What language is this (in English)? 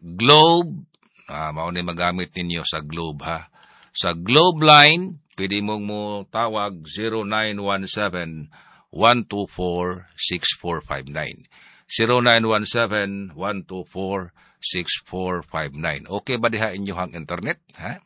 Cebuano